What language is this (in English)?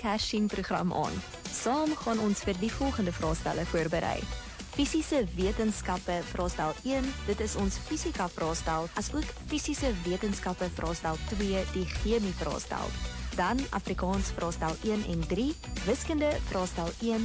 Afrikaans